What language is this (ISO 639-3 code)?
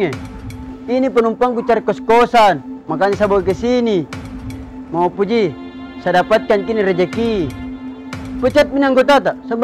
mfp